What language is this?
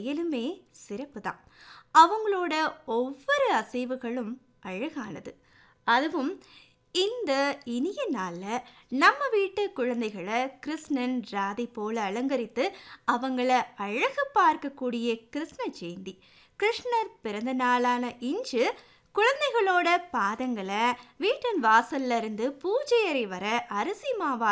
Tamil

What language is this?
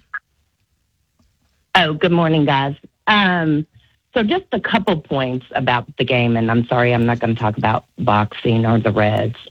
English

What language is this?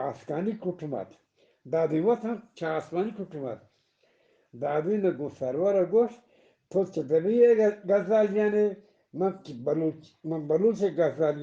Eastern Balochi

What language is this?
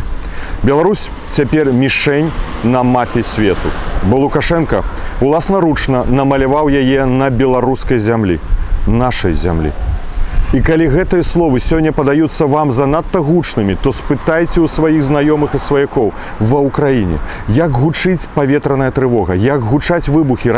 Belarusian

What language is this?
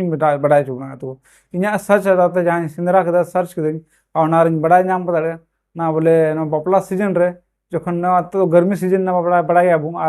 Santali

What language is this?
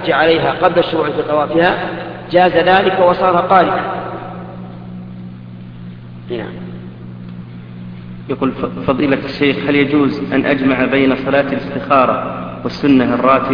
Arabic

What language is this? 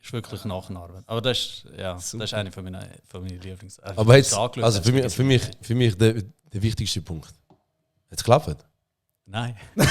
Swiss German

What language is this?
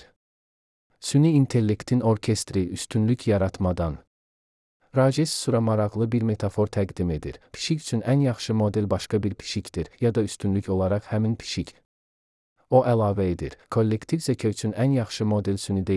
Azerbaijani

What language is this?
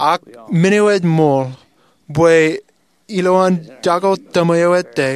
Marshallese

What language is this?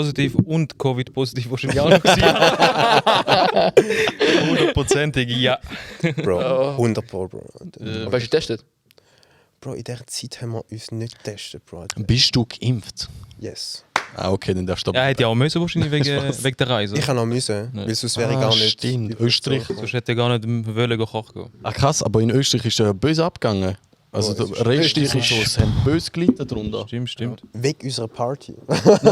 Swiss German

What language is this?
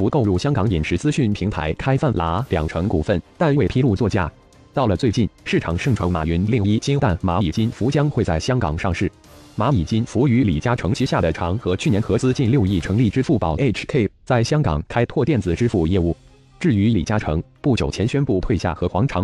Chinese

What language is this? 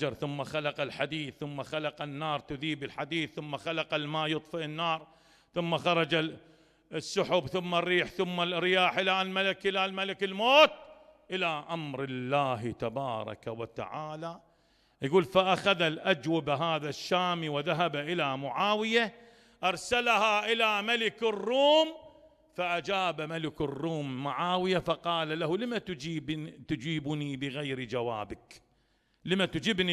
Mesopotamian Arabic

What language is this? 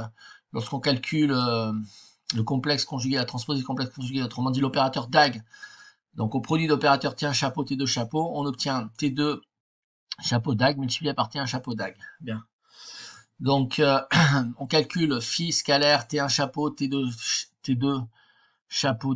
French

